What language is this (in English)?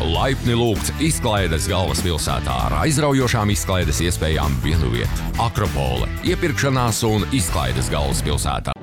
Latvian